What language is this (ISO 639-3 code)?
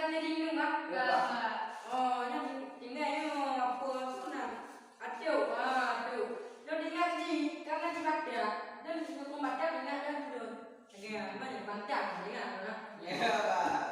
ace